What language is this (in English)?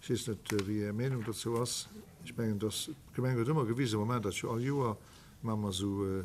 Luxembourgish